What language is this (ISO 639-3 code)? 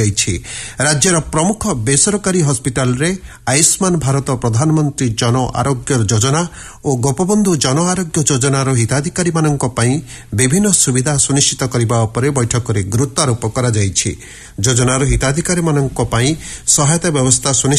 ori